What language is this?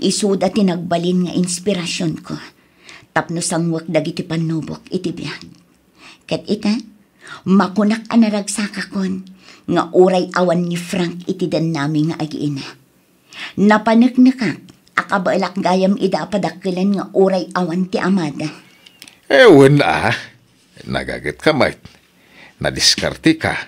Iloko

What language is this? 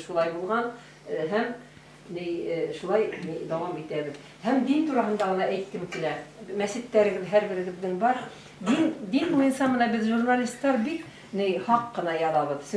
Bashkir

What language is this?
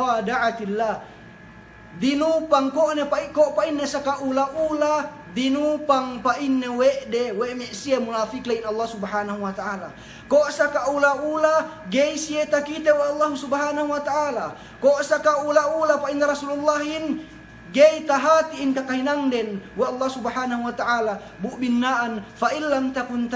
Yakan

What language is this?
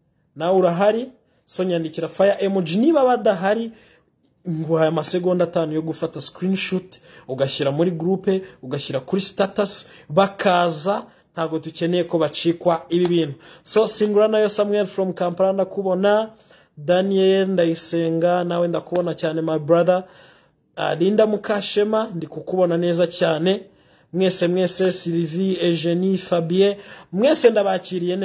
Kinyarwanda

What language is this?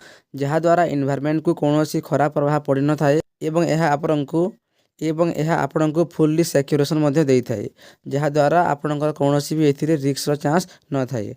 Odia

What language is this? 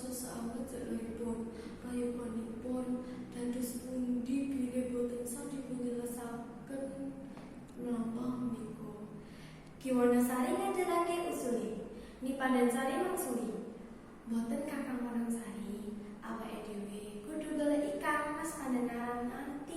Javanese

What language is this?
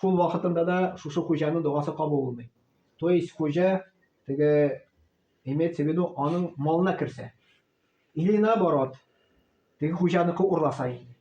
Tatar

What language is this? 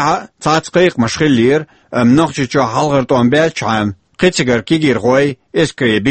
Chechen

